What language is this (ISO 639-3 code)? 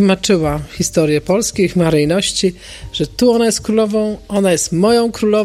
pol